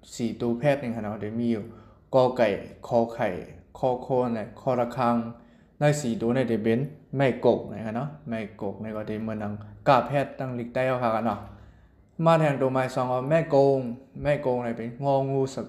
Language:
Shan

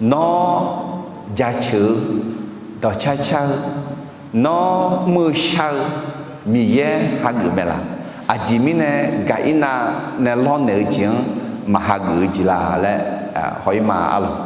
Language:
Akha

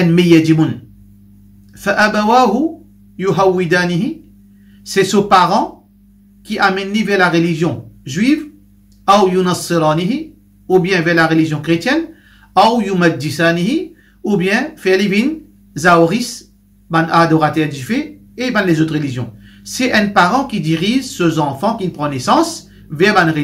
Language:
Morisyen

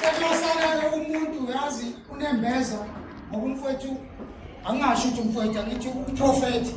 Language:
Zulu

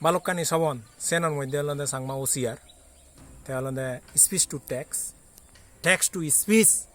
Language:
Chakma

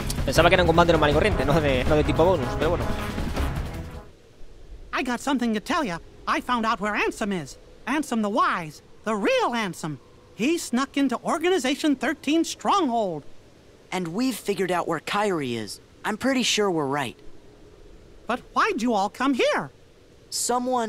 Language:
Spanish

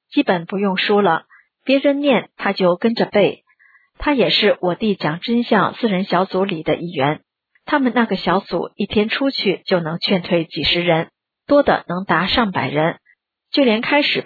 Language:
Chinese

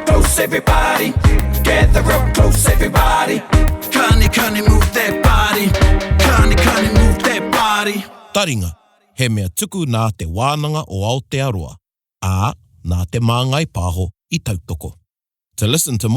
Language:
Māori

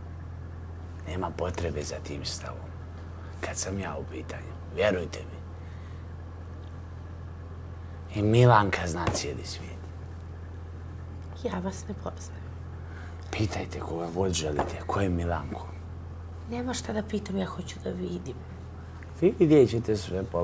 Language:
Bosnian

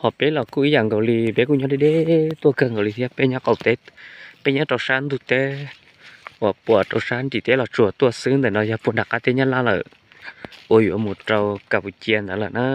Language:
Hmong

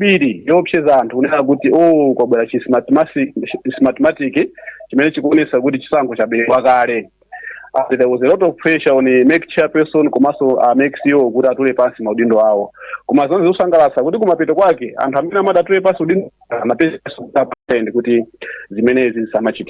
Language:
Nyanja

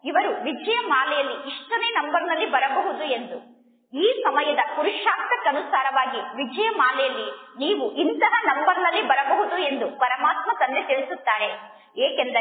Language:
Kannada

